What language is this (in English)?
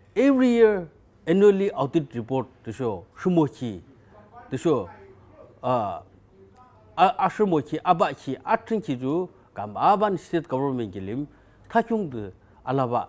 Yimchungru Naga